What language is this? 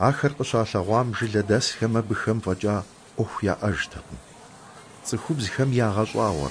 Kabardian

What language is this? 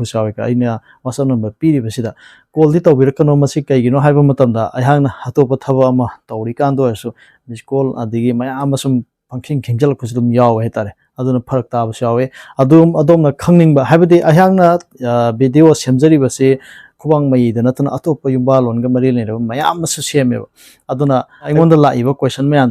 Manipuri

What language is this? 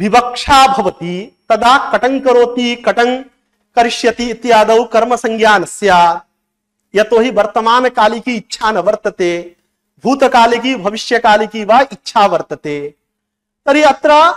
Sanskrit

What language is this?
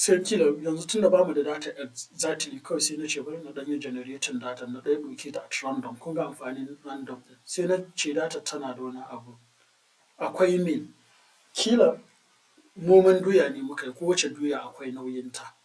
Hausa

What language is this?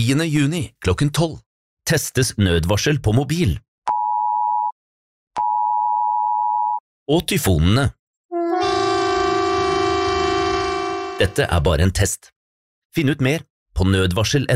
Norwegian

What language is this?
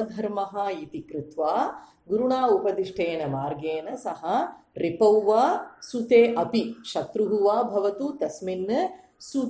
Sanskrit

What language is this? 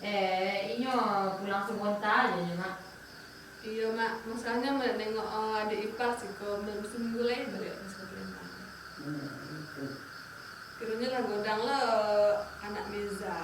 Minangkabau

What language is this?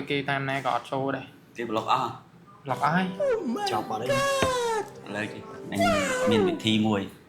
Khmer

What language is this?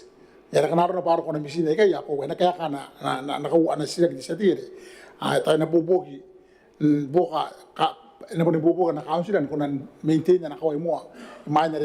Gilbertese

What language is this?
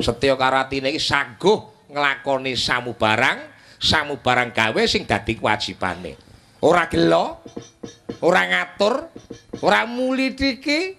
Javanese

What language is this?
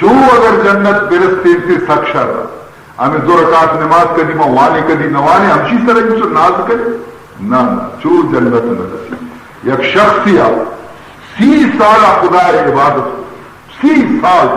Baluchi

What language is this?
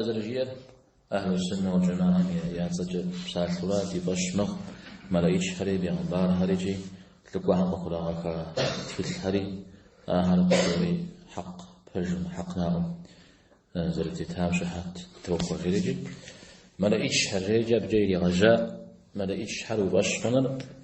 Kabardian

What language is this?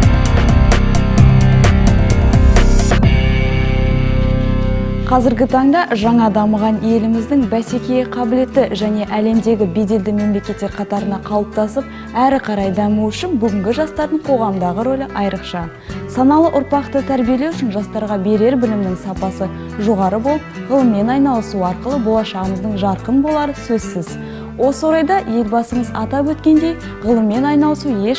Kazakh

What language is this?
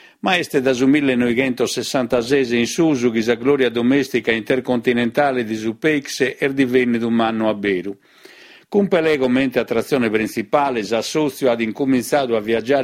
Sardinian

